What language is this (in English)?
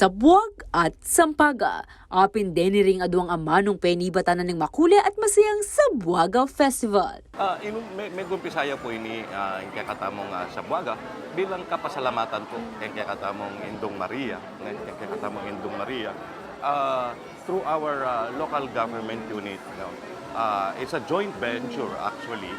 Pampanga